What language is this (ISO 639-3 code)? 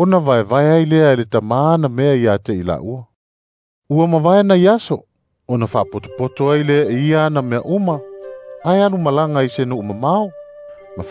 smo